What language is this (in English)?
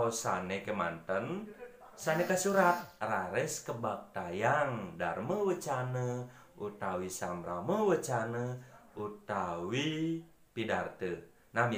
Balinese